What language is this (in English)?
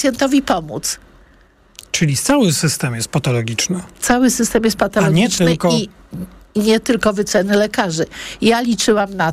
Polish